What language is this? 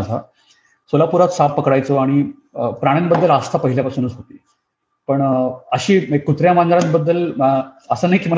Marathi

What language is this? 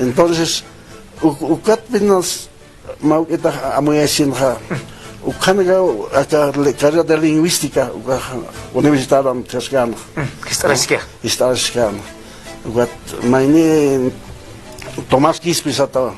Aymara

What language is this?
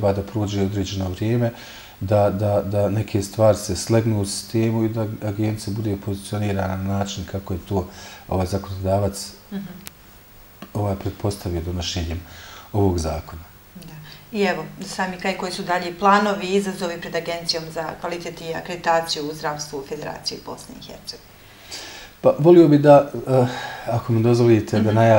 Bosnian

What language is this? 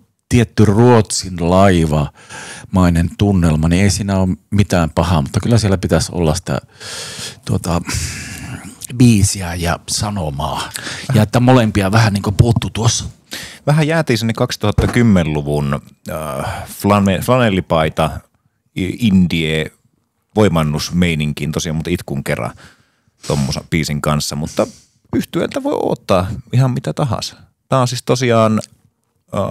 Finnish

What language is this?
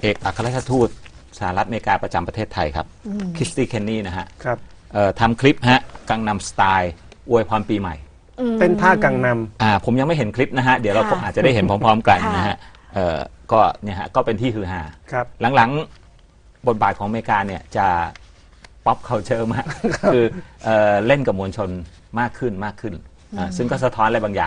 Thai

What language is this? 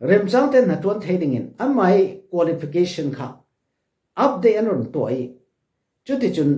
Falam Chin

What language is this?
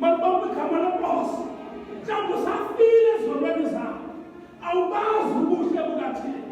Xhosa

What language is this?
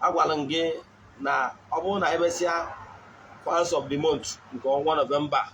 Igbo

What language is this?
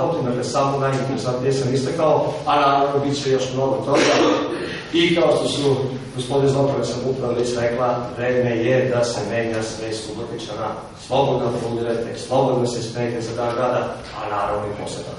Serbian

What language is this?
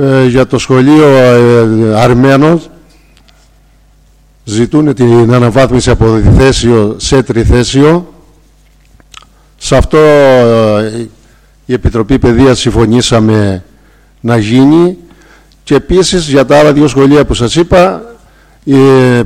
Greek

